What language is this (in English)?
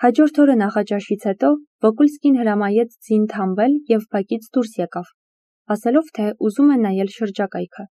Armenian